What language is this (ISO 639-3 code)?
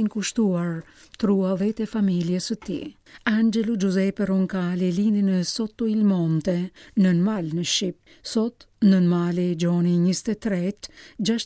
sqi